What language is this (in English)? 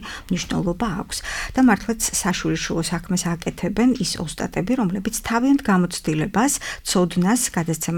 Georgian